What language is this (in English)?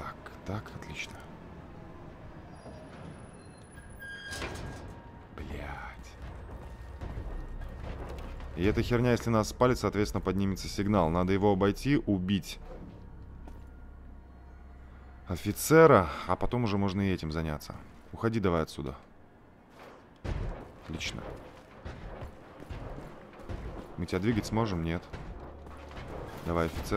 Russian